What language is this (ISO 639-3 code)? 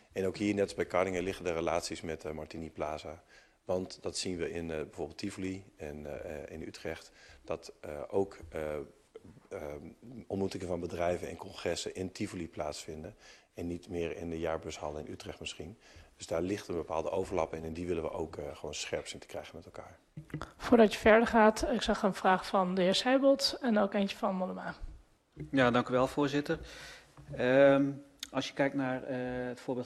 nld